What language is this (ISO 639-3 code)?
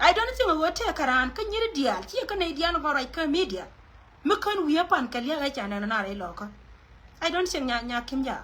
nus